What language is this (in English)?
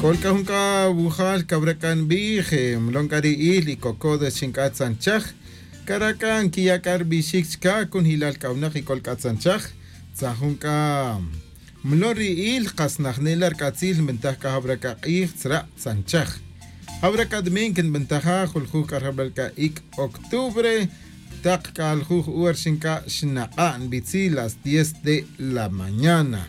Tz'utujil